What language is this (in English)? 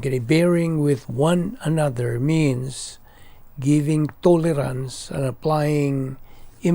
Cebuano